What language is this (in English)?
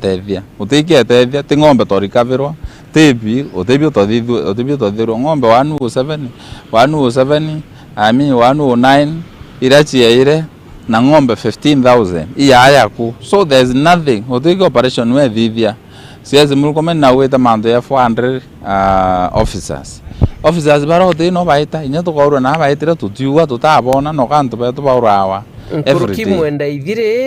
Meru